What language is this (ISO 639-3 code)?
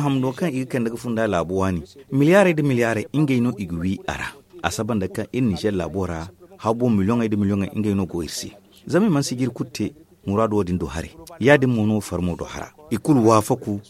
dje